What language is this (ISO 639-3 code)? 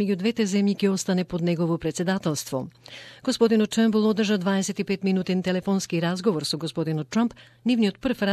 mkd